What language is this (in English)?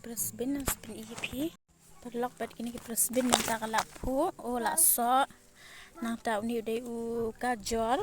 Khasi